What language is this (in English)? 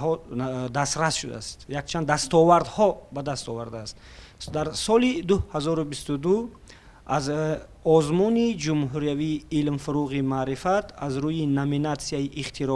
Tajik